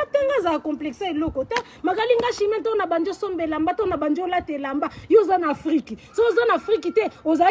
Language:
Lingala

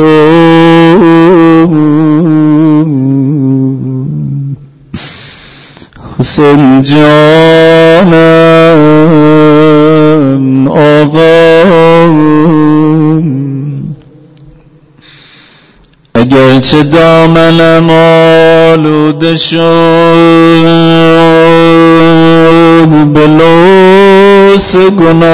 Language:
Persian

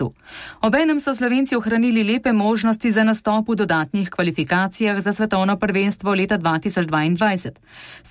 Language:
Slovenian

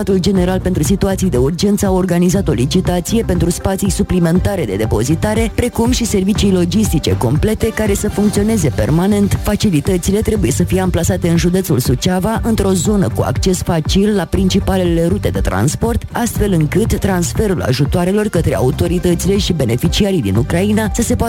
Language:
Romanian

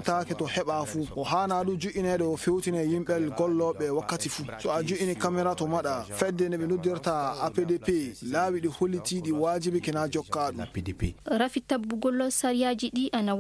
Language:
Maasina Fulfulde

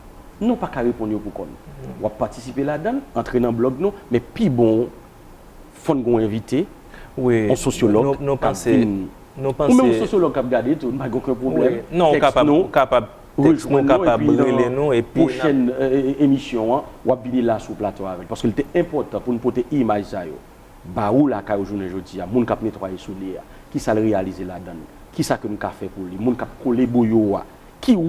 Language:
Haitian Creole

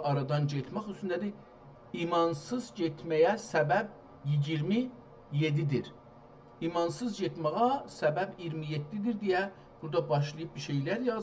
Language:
South Azerbaijani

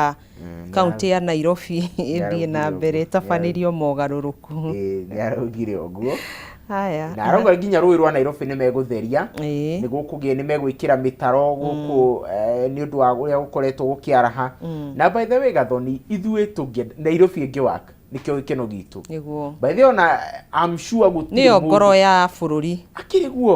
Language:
Kikuyu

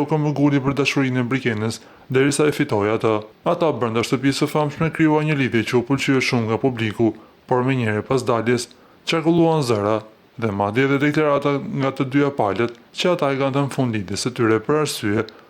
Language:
Albanian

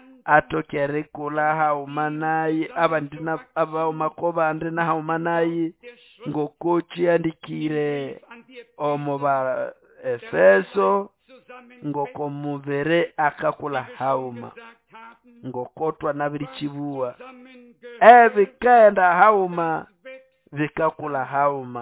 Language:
Nande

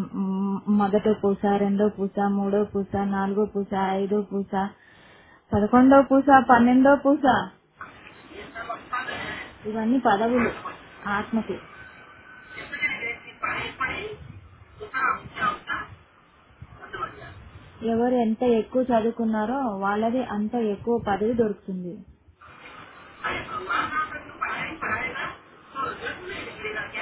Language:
Telugu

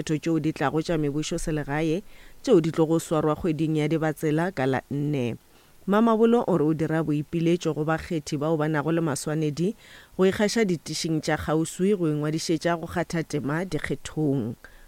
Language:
Northern Sotho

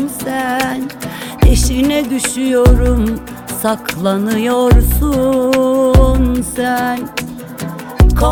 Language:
Turkish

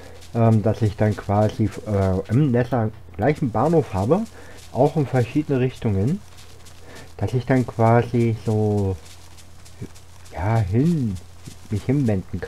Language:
German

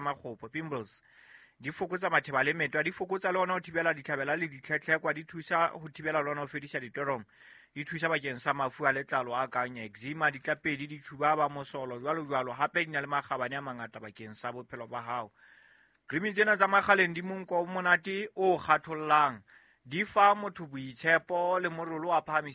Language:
Southern Sotho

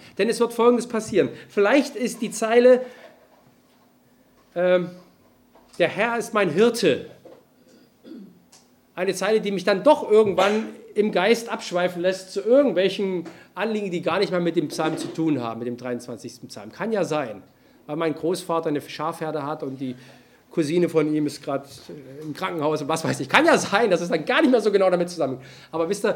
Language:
German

